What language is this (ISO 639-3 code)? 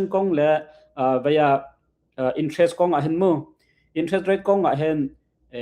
cnh